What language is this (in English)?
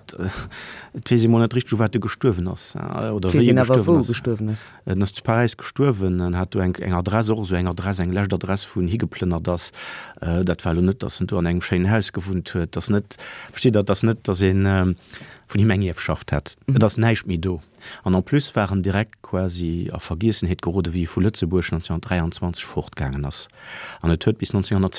Luxembourgish